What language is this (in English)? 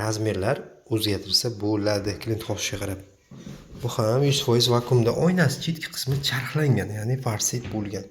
Uzbek